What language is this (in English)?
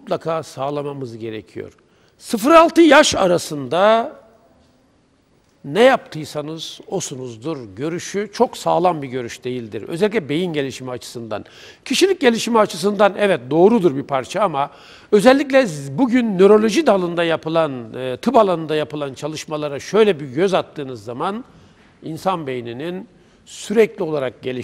Turkish